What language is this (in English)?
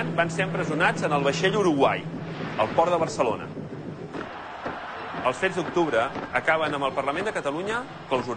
Catalan